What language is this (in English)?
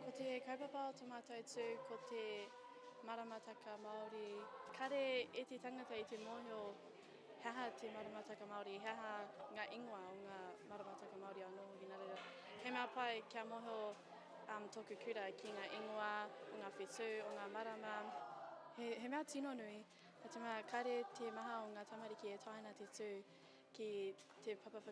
Māori